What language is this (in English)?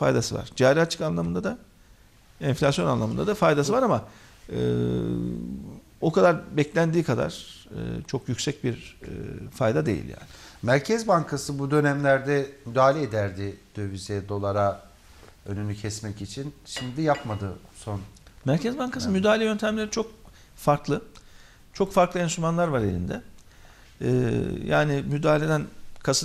Turkish